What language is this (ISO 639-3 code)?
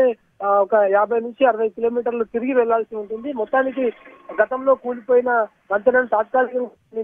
tel